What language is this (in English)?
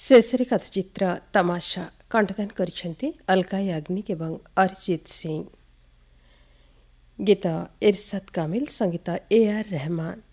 Odia